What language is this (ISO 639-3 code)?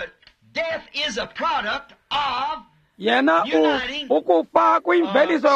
xho